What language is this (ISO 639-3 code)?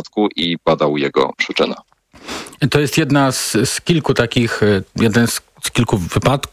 pol